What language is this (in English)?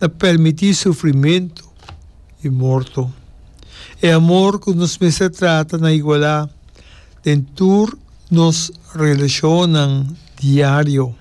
Papiamento